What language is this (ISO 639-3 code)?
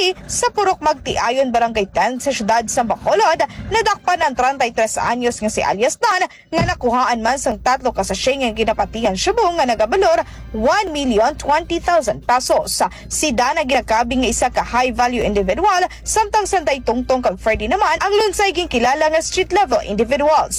hil